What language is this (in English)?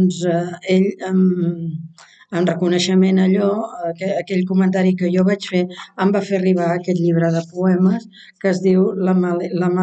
Catalan